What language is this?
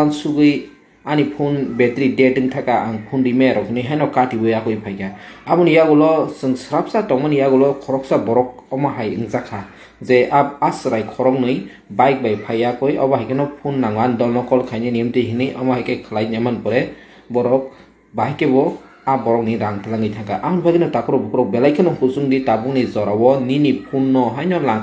Kok Borok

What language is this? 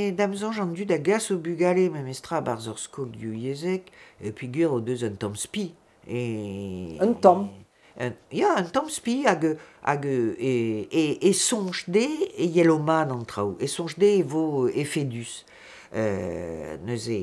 Breton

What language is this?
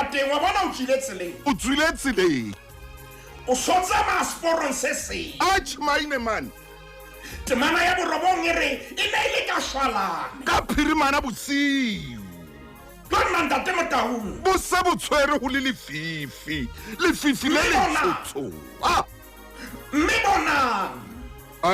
Southern Sotho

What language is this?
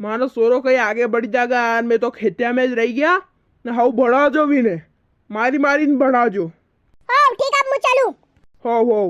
Rajasthani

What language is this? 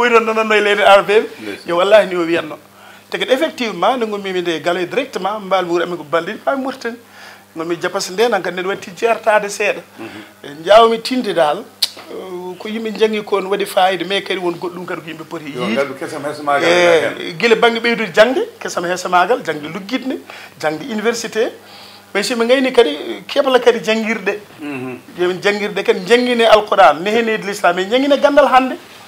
Fula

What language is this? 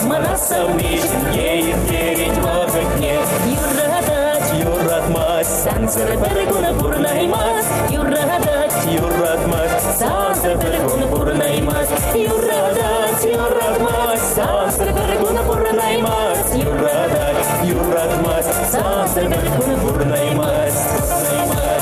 Chuvash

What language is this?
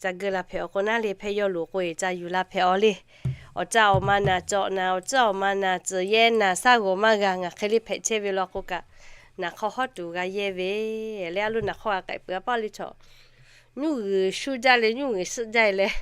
Lahu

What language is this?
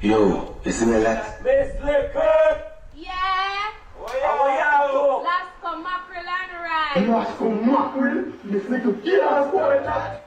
Jamaican Creole English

